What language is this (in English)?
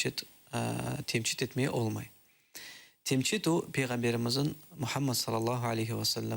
Crimean Tatar